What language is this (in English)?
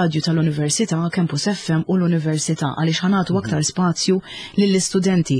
Maltese